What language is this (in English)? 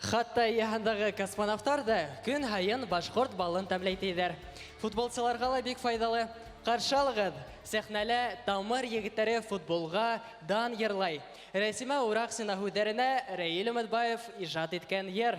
Bashkir